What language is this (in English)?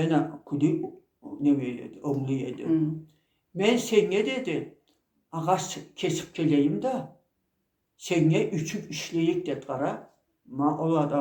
Karachay-Balkar